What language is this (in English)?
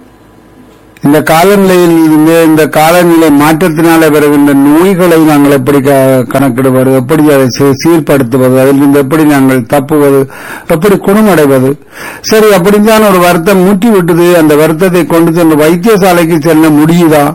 Tamil